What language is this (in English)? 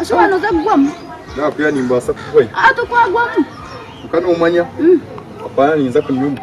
Nyankole